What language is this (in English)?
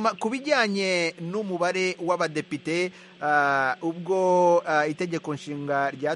Kinyarwanda